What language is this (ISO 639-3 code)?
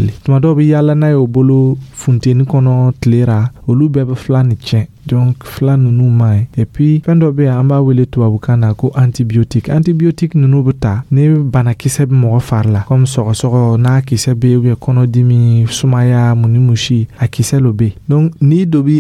dyu